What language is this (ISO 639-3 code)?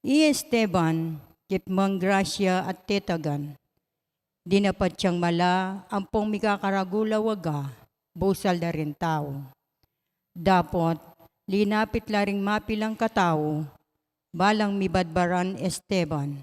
pam